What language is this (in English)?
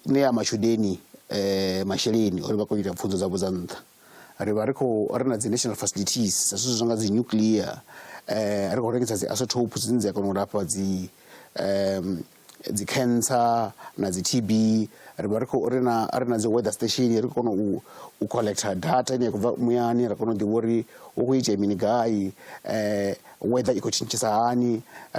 Venda